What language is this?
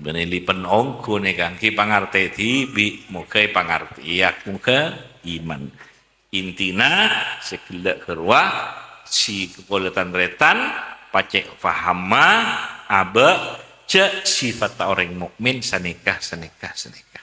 Madurese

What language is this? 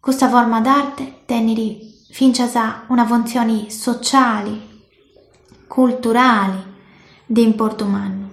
Sardinian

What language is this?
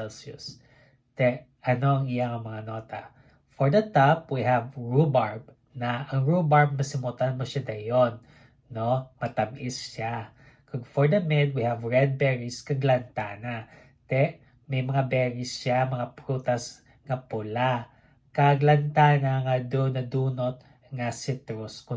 Hiligaynon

